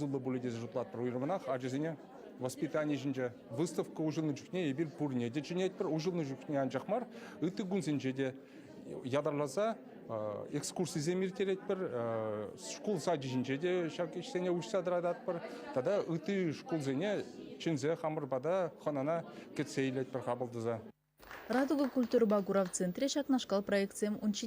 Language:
Chuvash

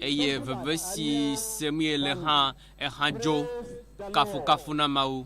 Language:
Ewe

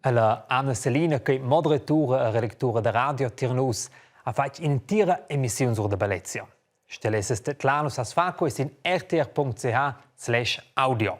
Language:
Romansh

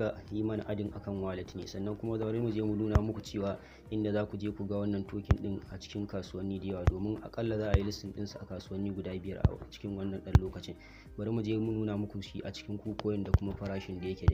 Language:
Hausa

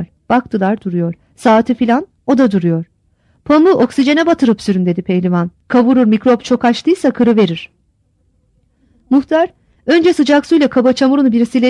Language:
Turkish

